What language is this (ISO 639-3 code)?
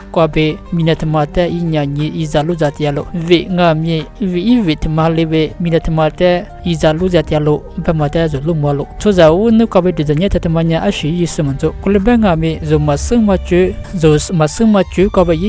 lis